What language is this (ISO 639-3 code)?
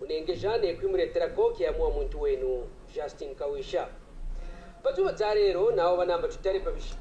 kqn